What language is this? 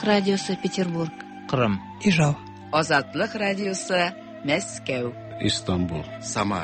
Tatar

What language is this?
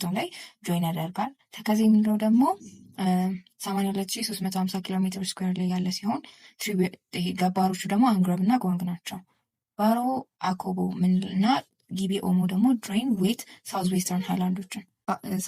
Amharic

